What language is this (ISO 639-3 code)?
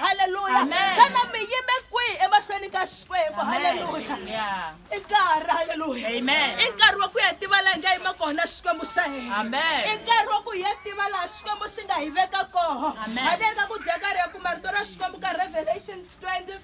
tso